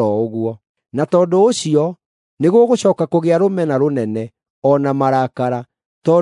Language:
Kikuyu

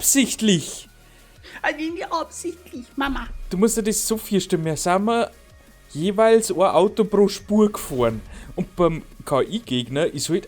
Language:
Bavarian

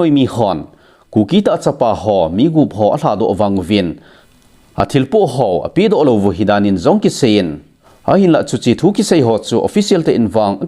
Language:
Thado Chin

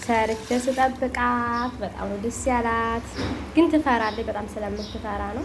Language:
Amharic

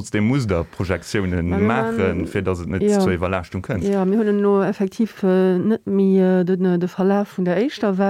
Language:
Luxembourgish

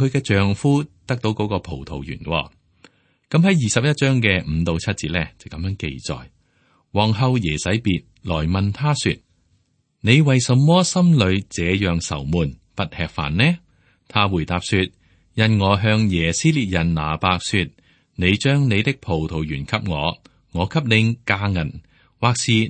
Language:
Cantonese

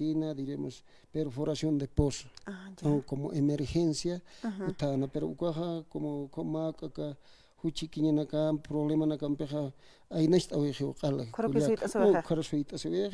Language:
Aymara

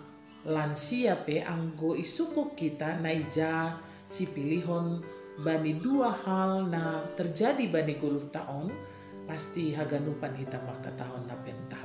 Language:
Batak Simalungun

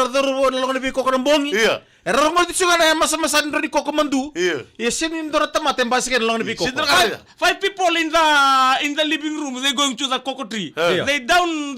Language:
Fijian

